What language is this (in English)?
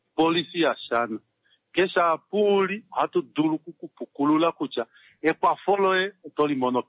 Kuanyama